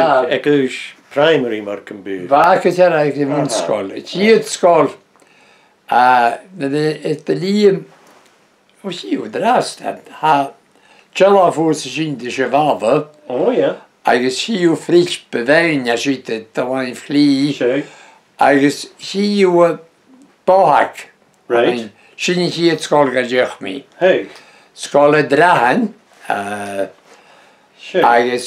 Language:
Breton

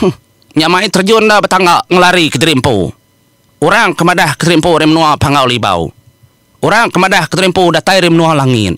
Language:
Iban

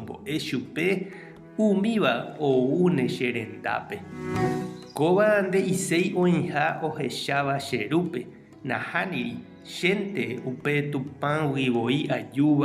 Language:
Guarani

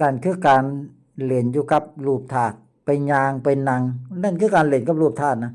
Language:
Lao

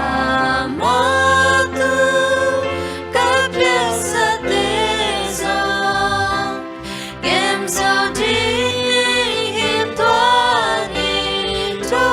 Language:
Tedim Chin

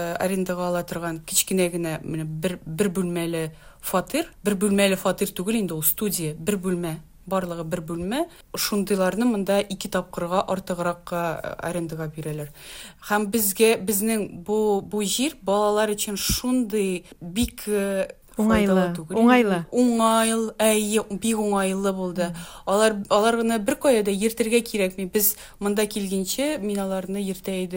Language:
Tatar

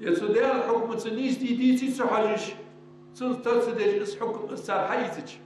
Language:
Ingush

